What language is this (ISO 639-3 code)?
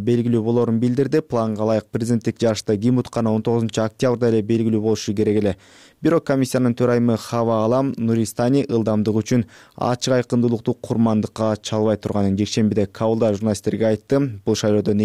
kir